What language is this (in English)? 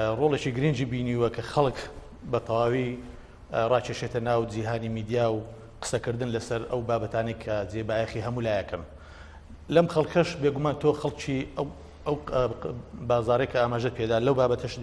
Central Kurdish